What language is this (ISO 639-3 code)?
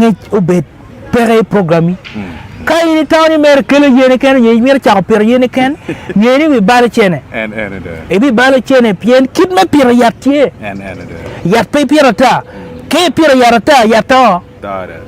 ach